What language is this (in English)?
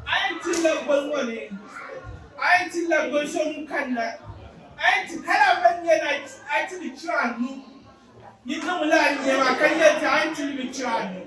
Dagbani